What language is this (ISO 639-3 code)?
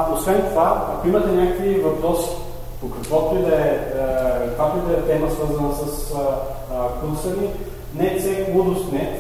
bul